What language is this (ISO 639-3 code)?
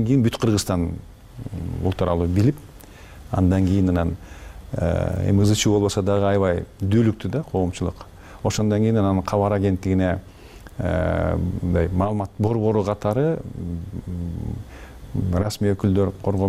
kir